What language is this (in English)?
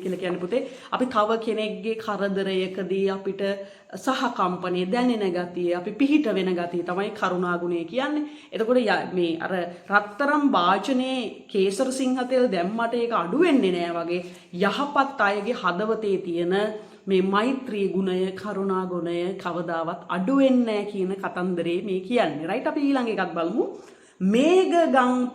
Sinhala